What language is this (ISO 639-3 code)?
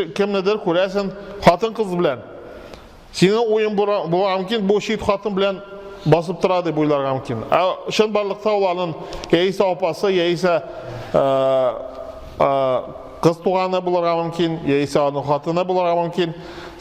tat